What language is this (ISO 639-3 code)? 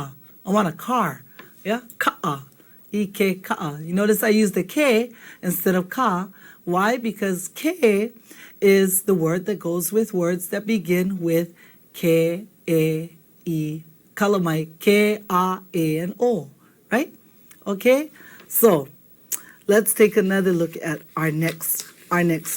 haw